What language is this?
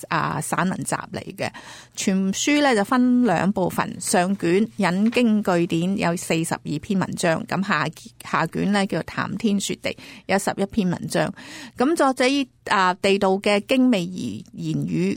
Cantonese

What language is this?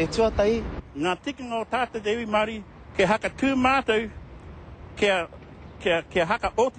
Māori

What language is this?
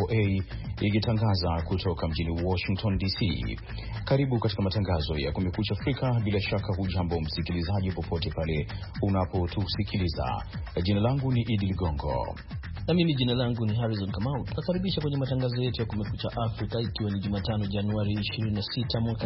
Swahili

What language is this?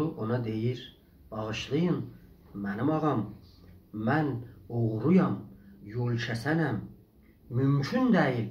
South Azerbaijani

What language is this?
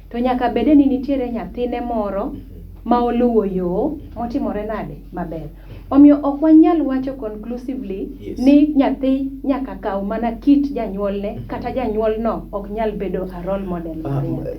Luo (Kenya and Tanzania)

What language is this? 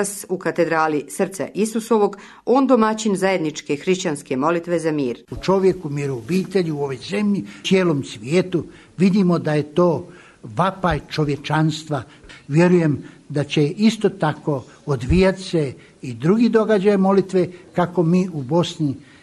Serbian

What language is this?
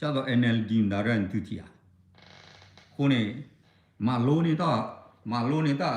S'gaw Karen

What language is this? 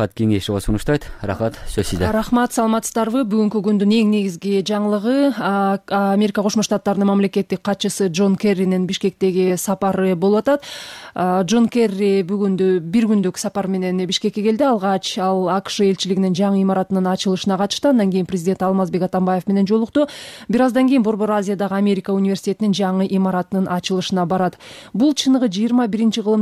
Kyrgyz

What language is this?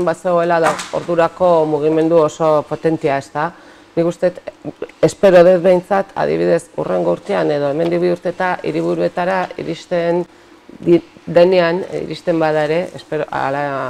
Basque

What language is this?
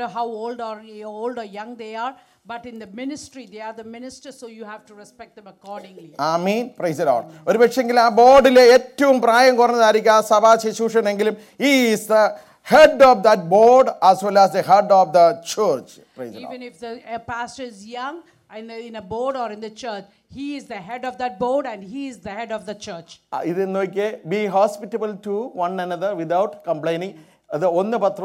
Malayalam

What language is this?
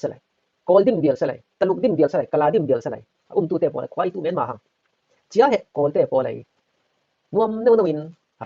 Falam Chin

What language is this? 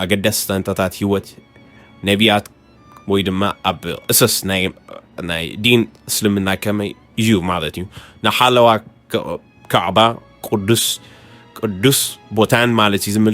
Tigrinya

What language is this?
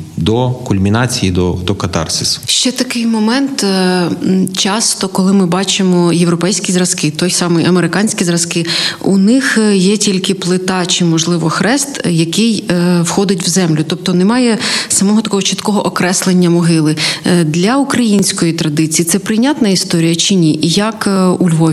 Ukrainian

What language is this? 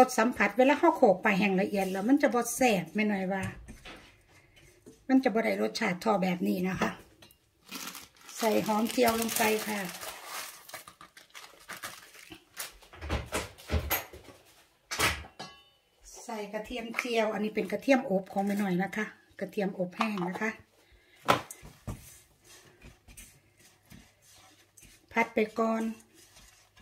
Thai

